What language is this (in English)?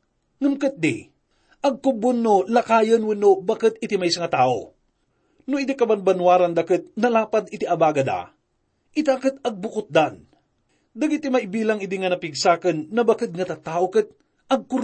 Iloko